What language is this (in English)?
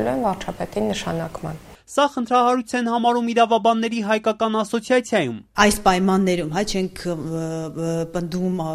Armenian